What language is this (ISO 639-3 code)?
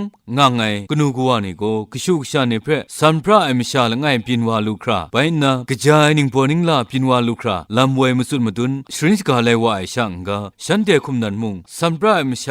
kac